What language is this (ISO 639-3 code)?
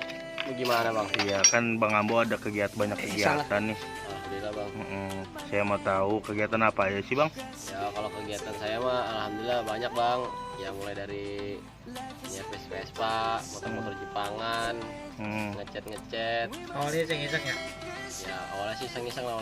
bew